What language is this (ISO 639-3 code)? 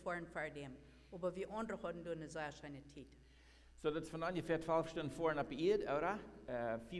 pdt